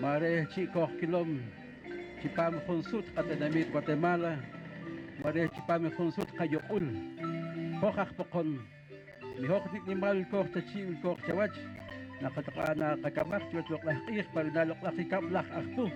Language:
Poqomchi'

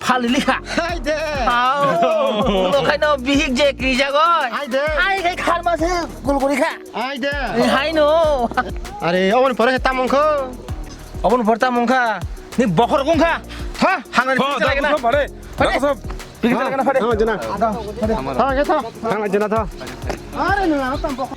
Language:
Kok Borok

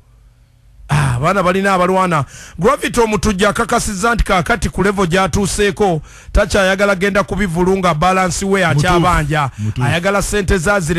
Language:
Ganda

